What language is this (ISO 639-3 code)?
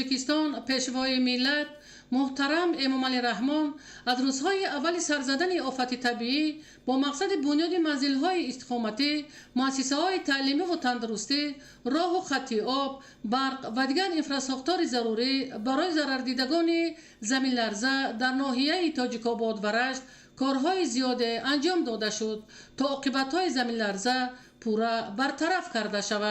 tgk